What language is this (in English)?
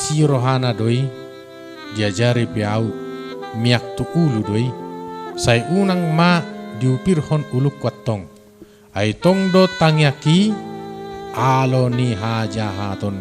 Batak Toba